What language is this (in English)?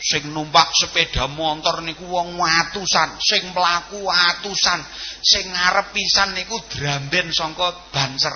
Javanese